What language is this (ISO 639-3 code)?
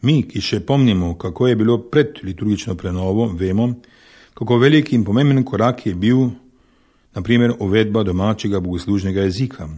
slv